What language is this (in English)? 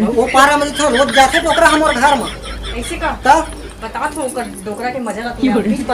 Chhattisgarhi